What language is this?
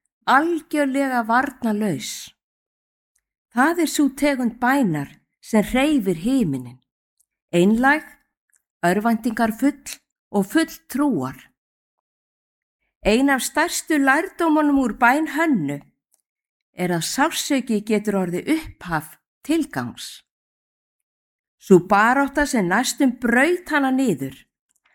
Icelandic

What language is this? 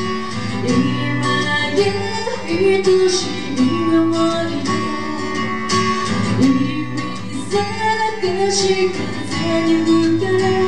Japanese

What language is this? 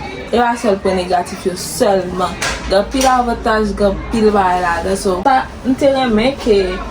Haitian Creole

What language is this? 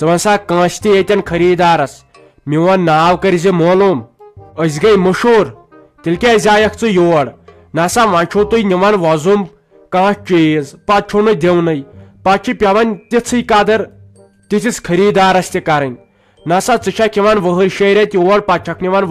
Kashmiri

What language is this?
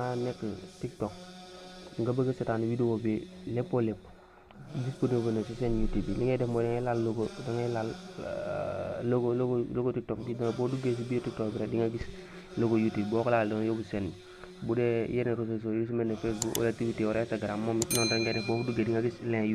Wolof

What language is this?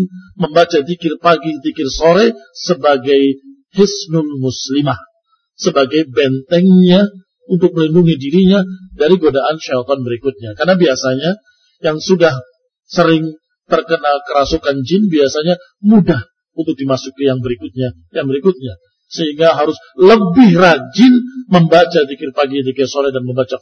Indonesian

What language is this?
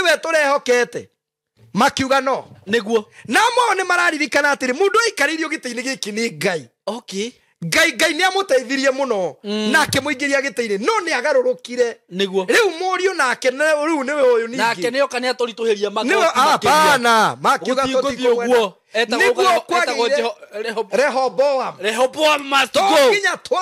Kikuyu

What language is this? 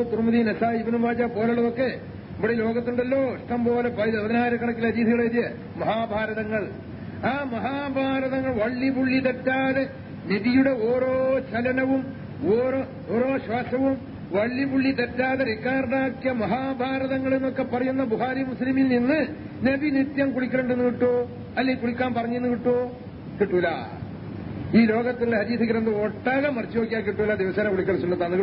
Malayalam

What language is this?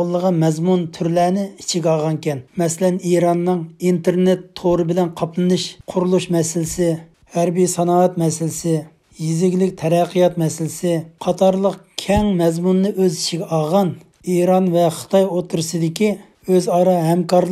Uyghur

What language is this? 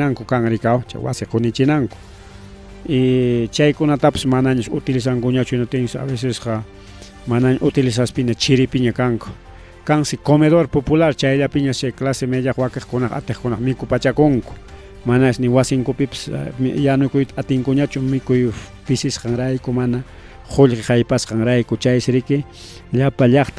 Ayacucho Quechua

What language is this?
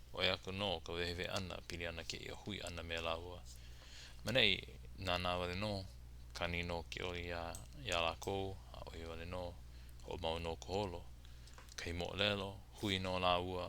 Hawaiian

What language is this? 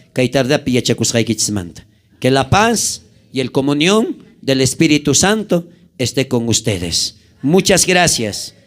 South Bolivian Quechua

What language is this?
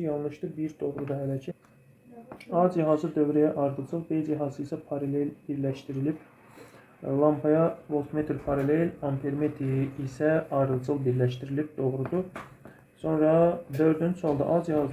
Azerbaijani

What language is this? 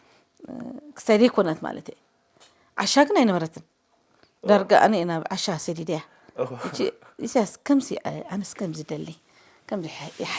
Tigrinya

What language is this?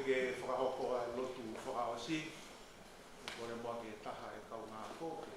Tongan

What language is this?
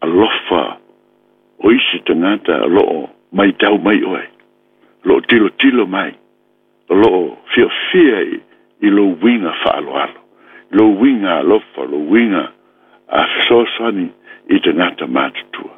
Samoan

